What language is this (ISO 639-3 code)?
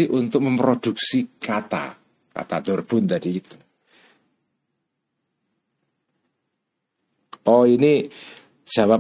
ind